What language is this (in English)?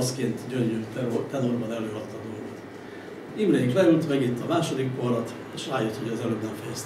Hungarian